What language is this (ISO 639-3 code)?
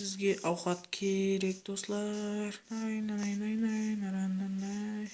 kaa